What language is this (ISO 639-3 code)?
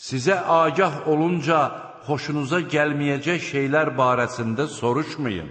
aze